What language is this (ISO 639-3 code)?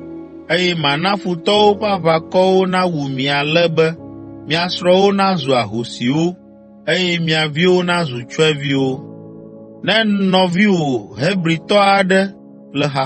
ewe